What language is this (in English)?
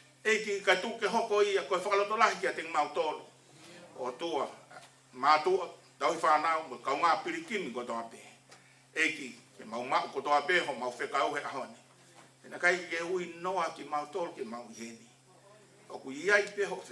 Tongan